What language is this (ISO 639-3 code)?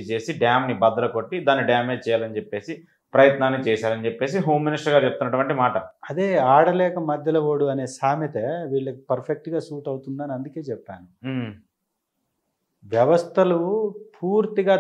tel